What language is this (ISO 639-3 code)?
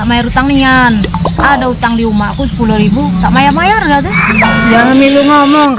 mui